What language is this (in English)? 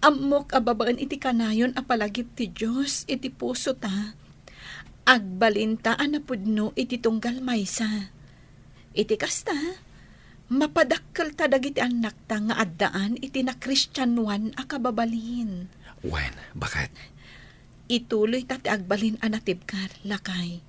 Iloko